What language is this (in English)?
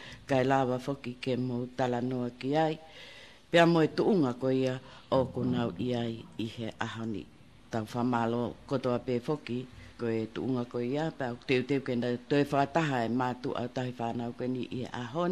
Tongan